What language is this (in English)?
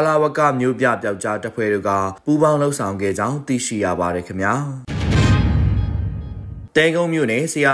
Burmese